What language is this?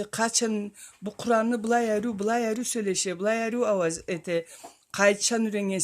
Karachay-Balkar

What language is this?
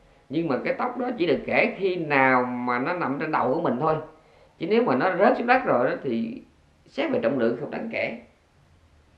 Vietnamese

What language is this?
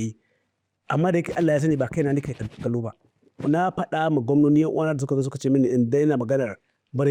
Hausa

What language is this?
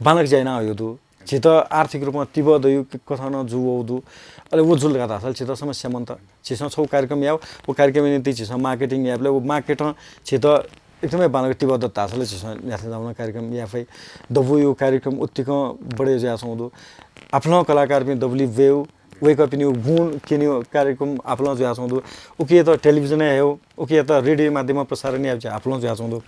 Newari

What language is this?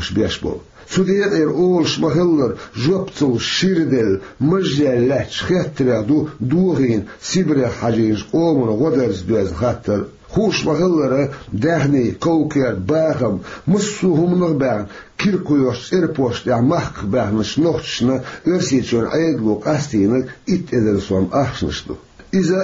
Chechen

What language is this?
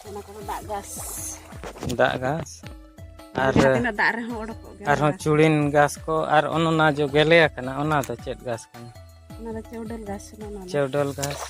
Santali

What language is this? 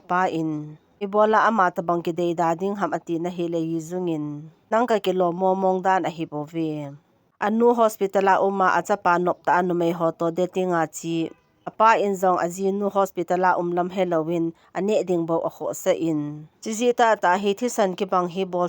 Thado Chin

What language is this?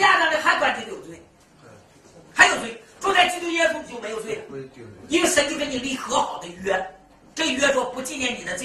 Chinese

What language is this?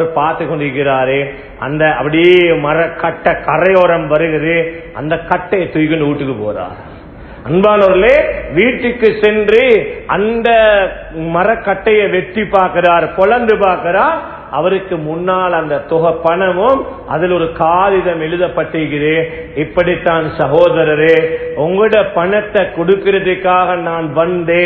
Tamil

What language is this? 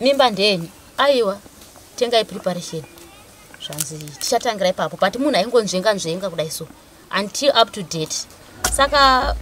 Shona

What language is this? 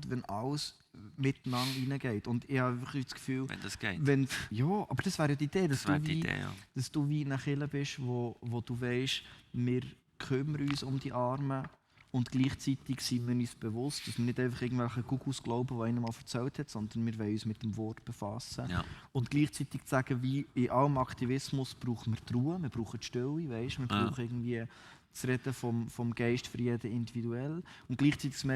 Swiss German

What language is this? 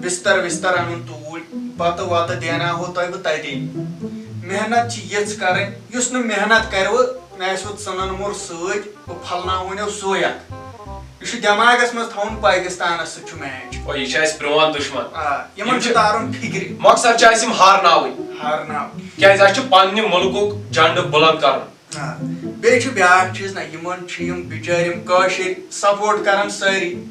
Kashmiri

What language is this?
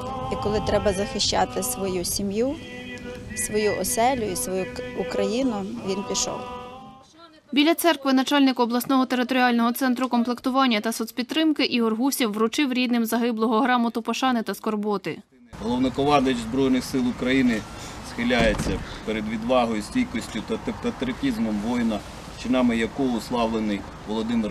Ukrainian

